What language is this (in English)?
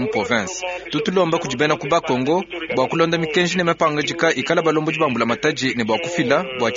Luba-Lulua